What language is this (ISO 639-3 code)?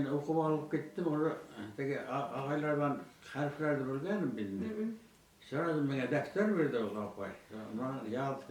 bak